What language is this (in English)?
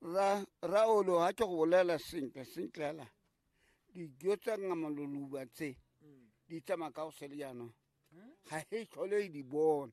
Tswana